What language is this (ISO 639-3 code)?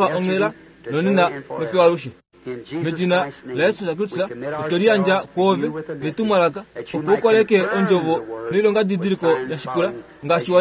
kua